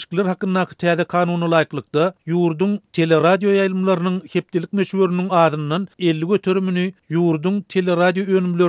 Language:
Turkmen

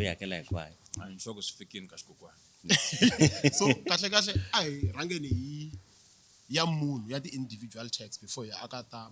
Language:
Tsonga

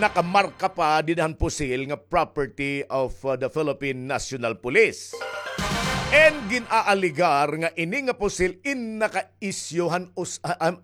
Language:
Waray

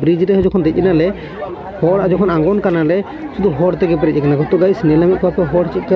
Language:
Santali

